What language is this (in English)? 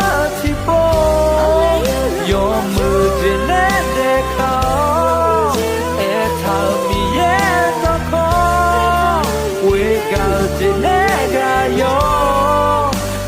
Akha